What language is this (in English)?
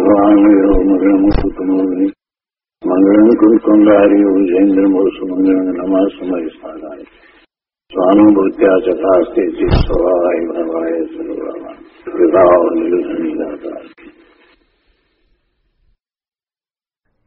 Gujarati